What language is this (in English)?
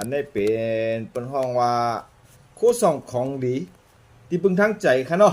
Shan